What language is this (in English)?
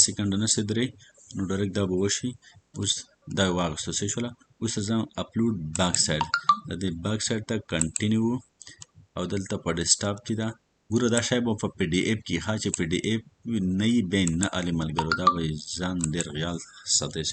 Pashto